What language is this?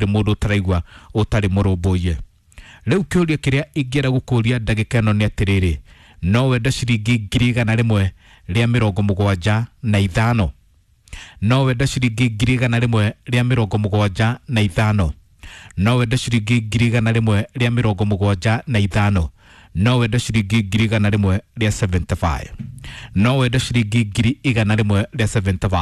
Kikuyu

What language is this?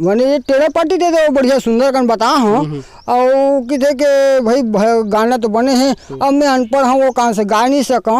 Chhattisgarhi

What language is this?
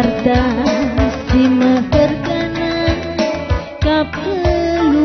Batak Karo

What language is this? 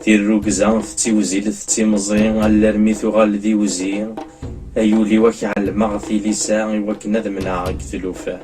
Kabyle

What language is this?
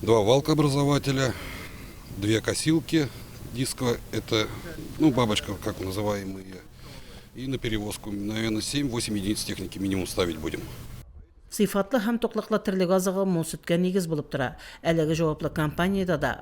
Tatar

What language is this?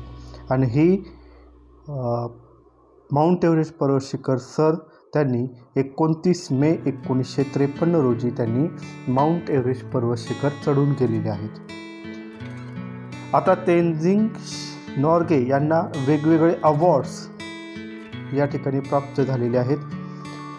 Marathi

